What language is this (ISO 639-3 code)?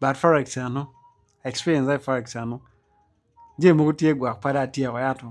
ach